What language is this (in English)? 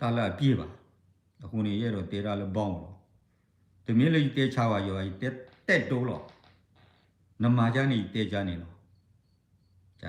S'gaw Karen